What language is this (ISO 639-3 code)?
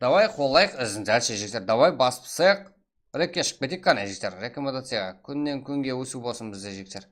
kaa